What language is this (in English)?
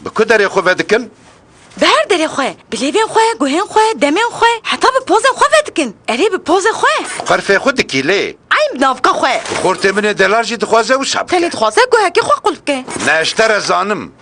Kurdish